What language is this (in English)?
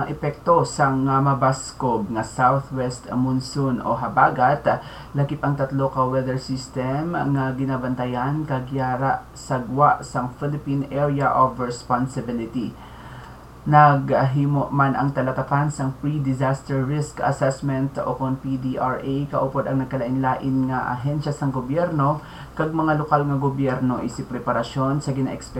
Hiligaynon